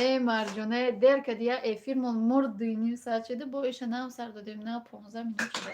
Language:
Tajik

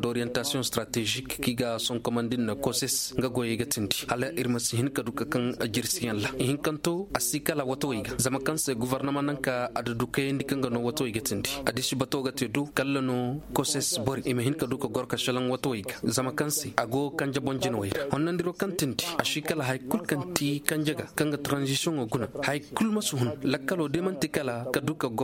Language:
Koyraboro Senni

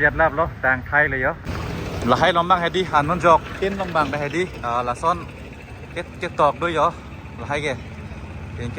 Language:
Karbi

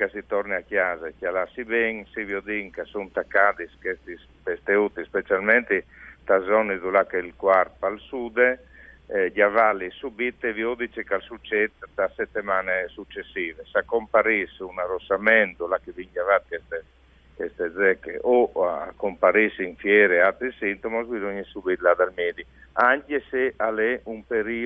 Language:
Friulian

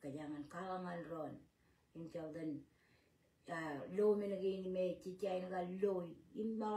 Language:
Marshallese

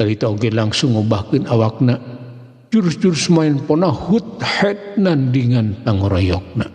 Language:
Sundanese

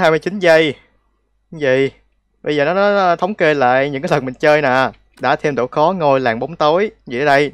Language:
Vietnamese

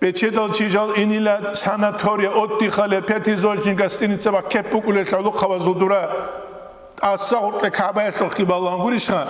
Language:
Avaric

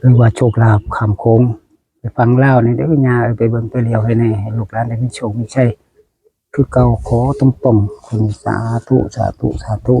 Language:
Northeastern Thai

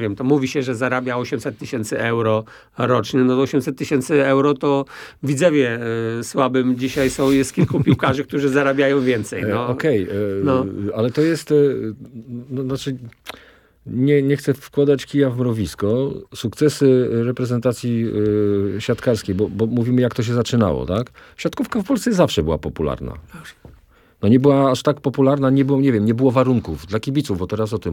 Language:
Polish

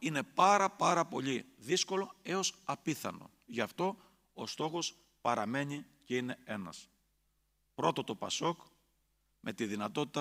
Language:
Greek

